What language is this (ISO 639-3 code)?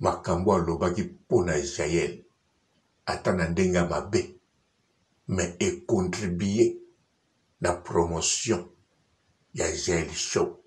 lin